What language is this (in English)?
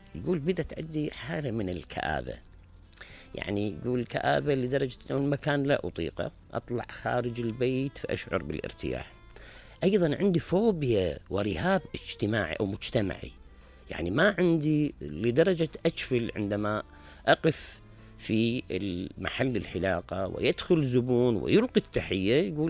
Mesopotamian Arabic